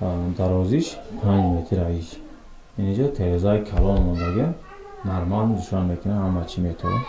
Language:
Tajik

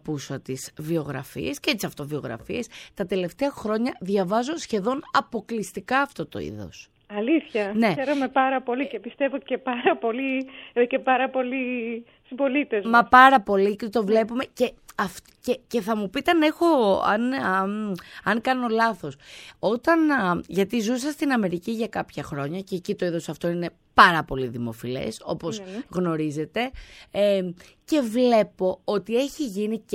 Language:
Greek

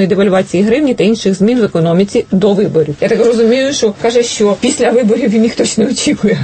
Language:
Ukrainian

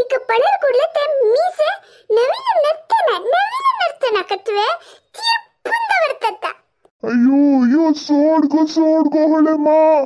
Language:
Konkani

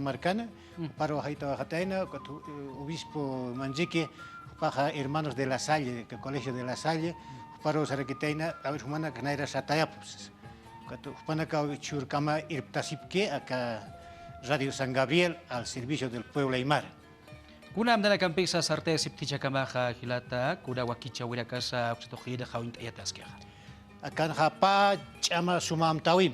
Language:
Aymara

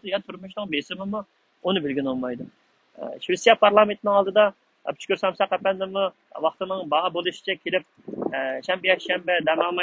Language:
Uyghur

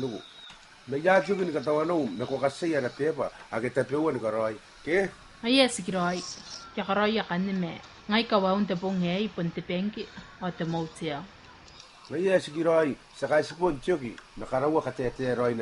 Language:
Gilbertese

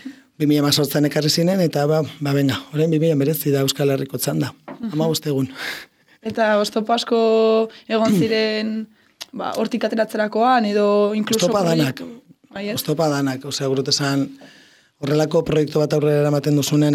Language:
Basque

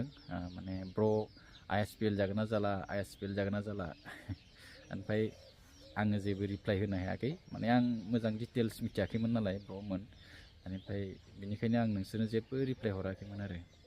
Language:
Bodo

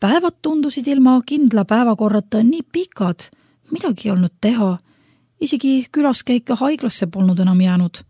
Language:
Estonian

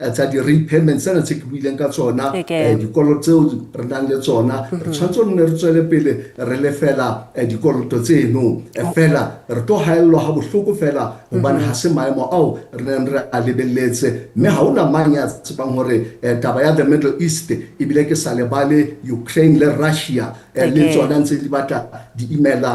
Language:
Southern Sotho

